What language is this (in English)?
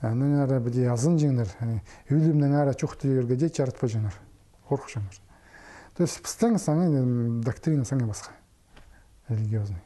Khakas